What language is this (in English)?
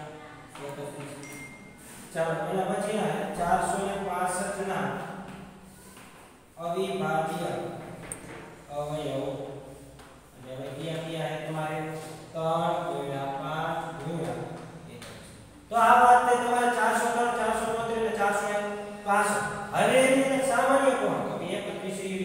Gujarati